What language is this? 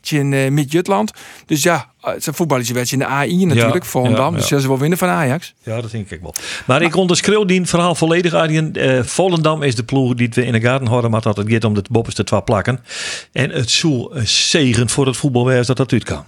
Western Frisian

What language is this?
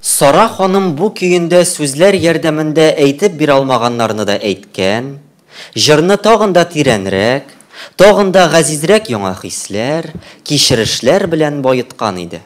Tatar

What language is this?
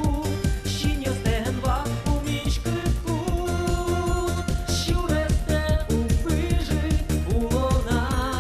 Udmurt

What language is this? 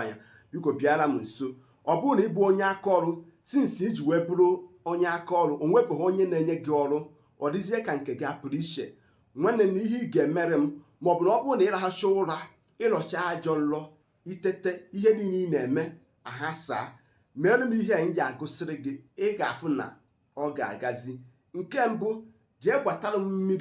Igbo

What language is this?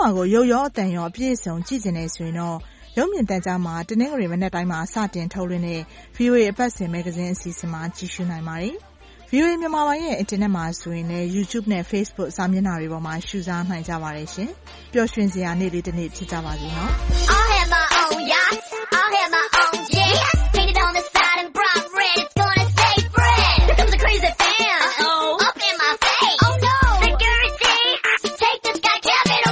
Burmese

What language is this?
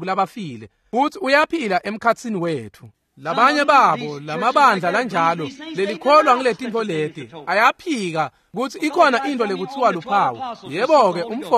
Swati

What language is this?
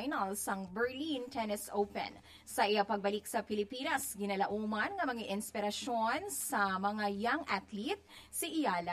Hiligaynon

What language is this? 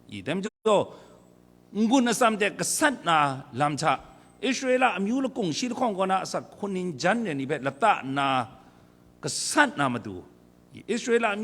Kachin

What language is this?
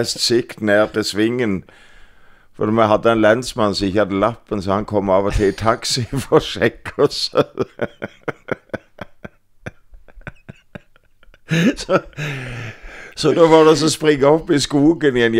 Norwegian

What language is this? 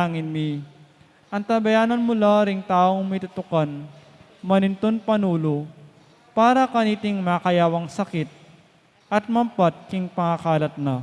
Pampanga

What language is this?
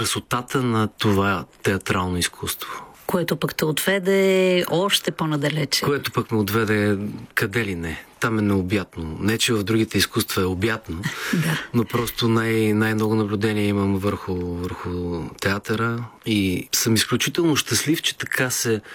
Bulgarian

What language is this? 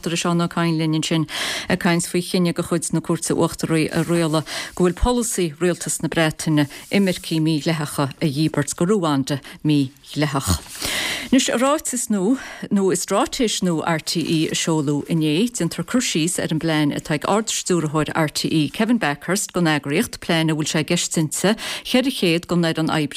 Irish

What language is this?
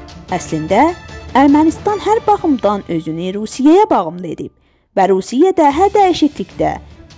South Azerbaijani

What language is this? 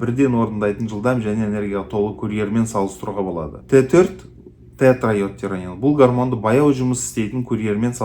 Kazakh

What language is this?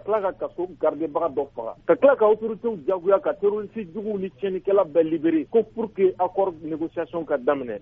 Bambara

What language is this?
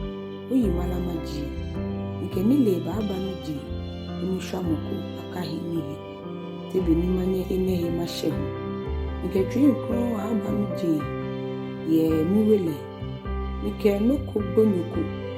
Ga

